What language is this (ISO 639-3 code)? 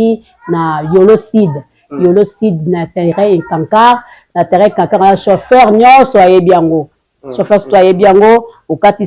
lin